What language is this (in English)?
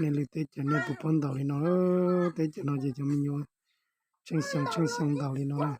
Hmong